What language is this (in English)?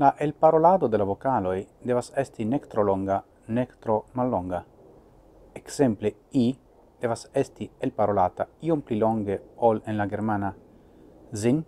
Esperanto